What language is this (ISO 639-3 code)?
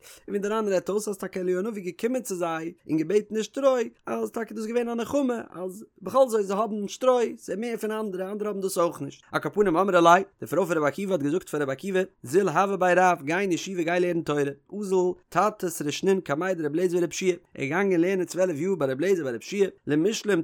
yid